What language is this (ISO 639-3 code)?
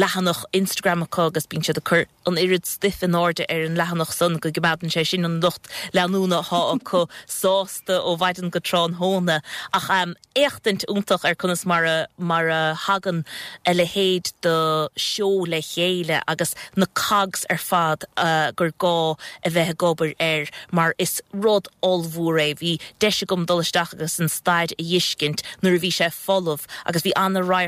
gle